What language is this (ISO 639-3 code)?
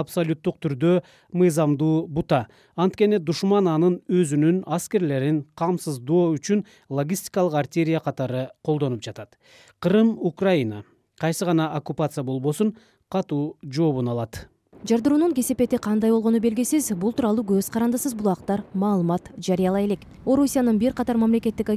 kir